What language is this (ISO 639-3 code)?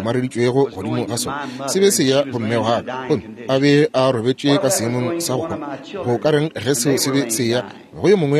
nso